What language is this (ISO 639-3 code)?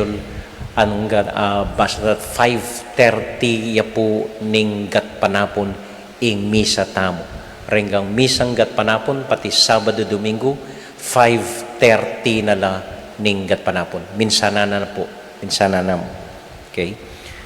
pam